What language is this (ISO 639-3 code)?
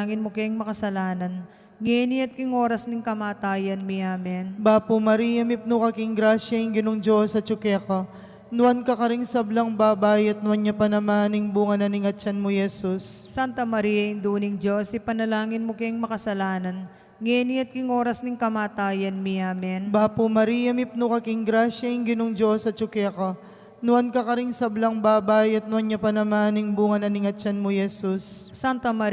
pam